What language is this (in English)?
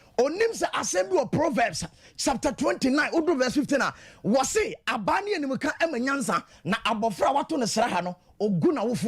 Akan